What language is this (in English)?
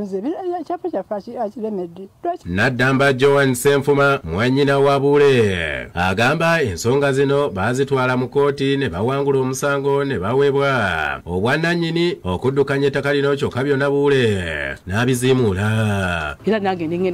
Ganda